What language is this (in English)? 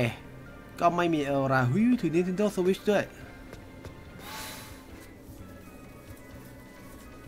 Thai